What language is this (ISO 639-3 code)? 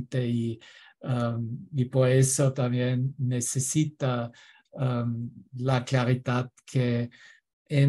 spa